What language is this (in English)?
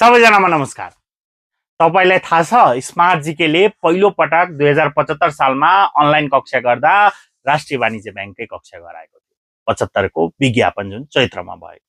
Nepali